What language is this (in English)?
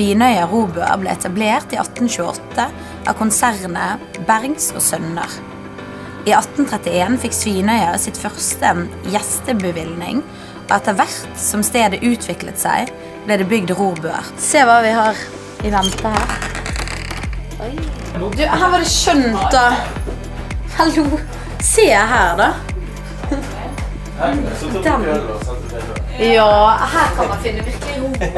Norwegian